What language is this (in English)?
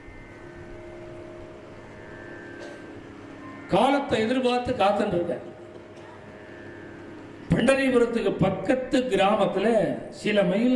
Tamil